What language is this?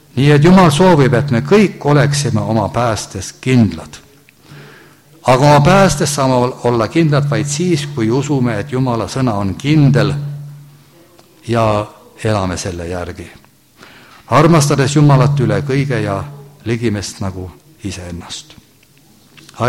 Estonian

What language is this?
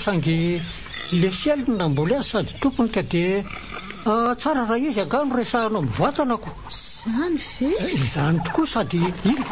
Malagasy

